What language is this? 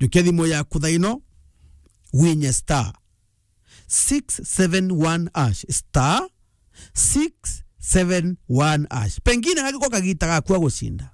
Meru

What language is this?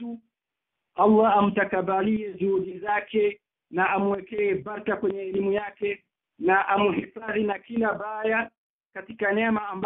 Swahili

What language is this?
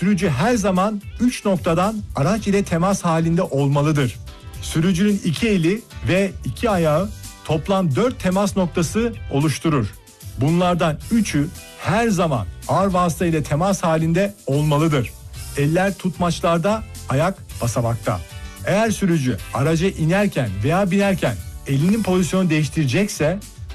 Turkish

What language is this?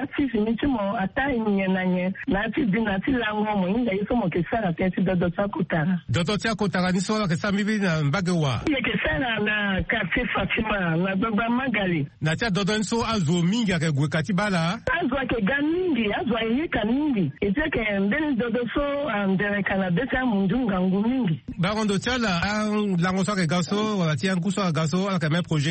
Sango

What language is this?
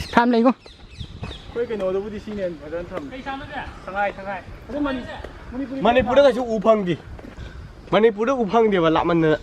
Manipuri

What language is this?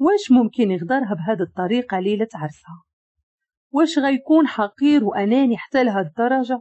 Moroccan Arabic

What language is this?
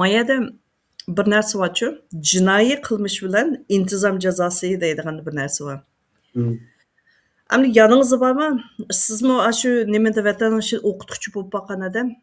Uyghur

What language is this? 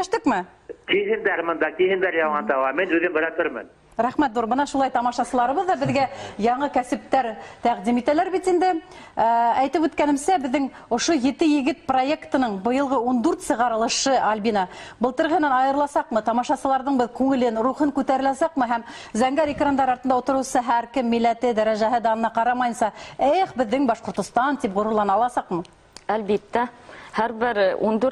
Bashkir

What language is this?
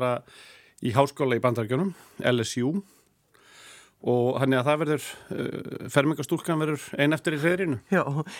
Icelandic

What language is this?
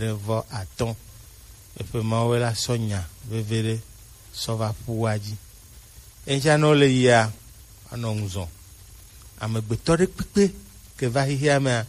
Gen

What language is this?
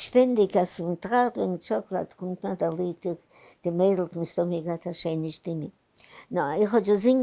Yiddish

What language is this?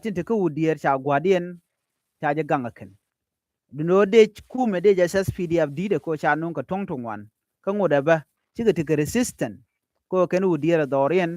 Nuer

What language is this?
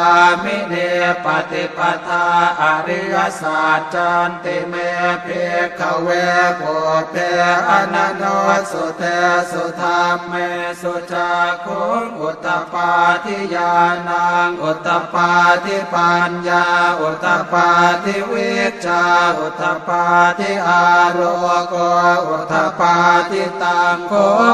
Pali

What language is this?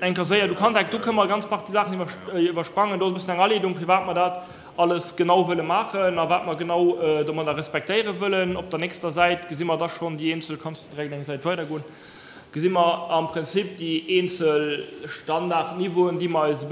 Luxembourgish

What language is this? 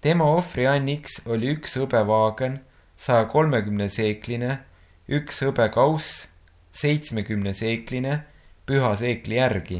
Estonian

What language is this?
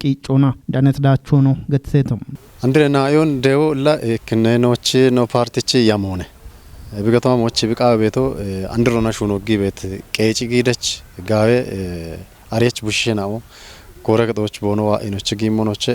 Kafa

